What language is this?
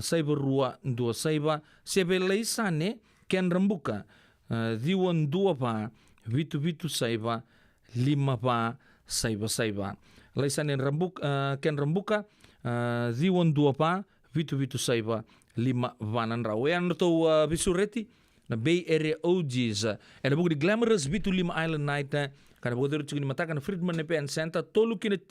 Fijian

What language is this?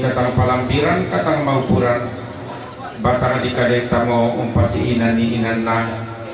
Toraja-Sa'dan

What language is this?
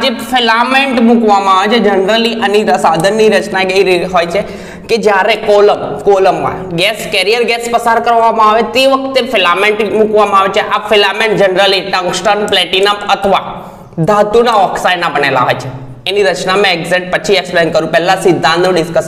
Gujarati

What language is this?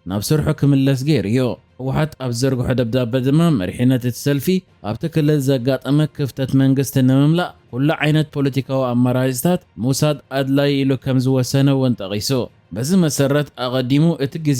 Tigrinya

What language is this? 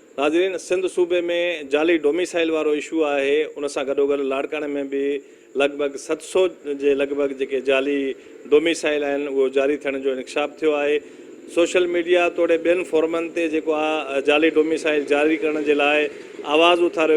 Sindhi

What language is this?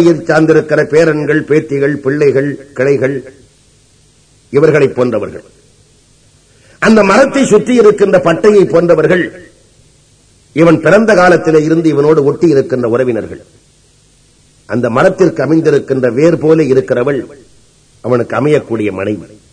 Tamil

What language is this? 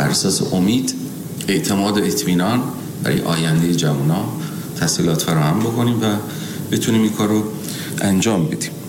Persian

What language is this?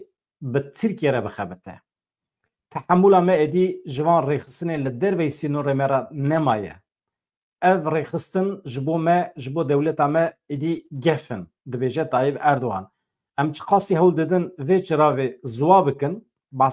Kurdish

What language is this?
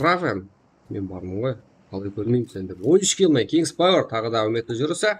Kara-Kalpak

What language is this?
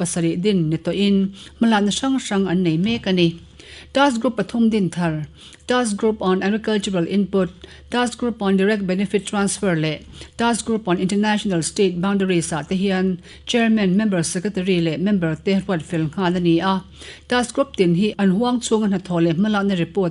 Mizo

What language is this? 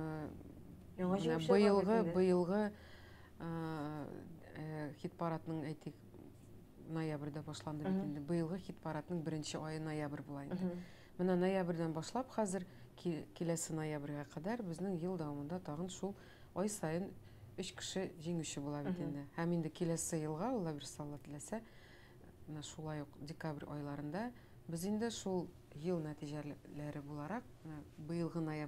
Tatar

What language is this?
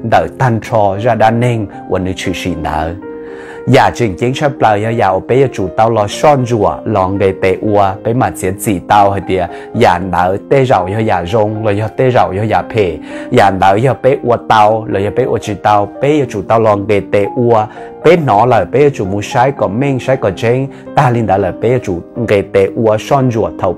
Hmong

